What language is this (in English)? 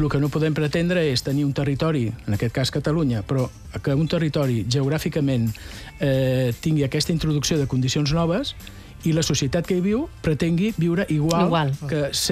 Catalan